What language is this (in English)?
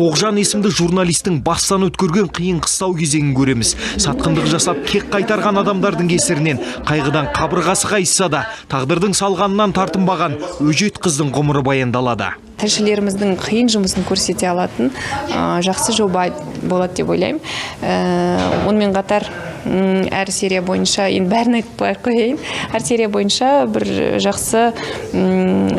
Kazakh